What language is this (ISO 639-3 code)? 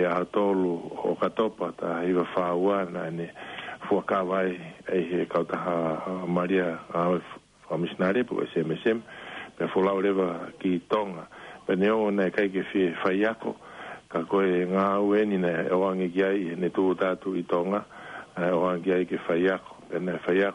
ton